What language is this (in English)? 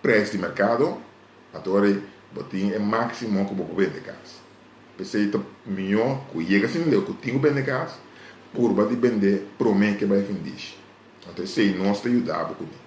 Papiamento